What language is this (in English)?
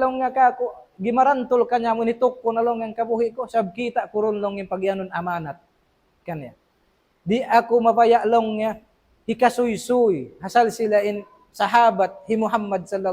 Tausug